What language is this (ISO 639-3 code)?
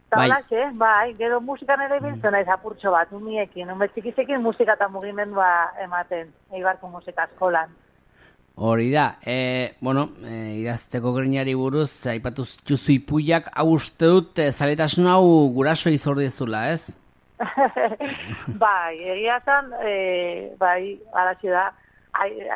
eus